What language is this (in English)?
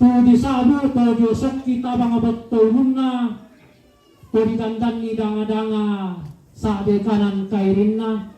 Toraja-Sa'dan